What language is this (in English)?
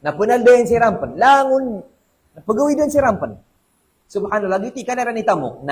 Maranao